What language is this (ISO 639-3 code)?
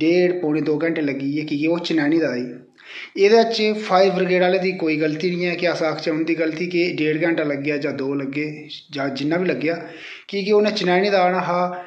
doi